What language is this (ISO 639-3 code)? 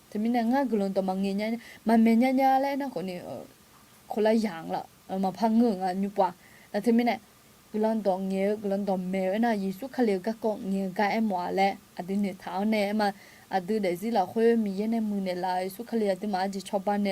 ahk